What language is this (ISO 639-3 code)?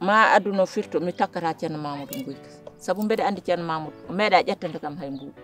ful